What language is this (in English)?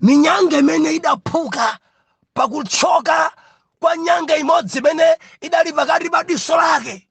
Nyanja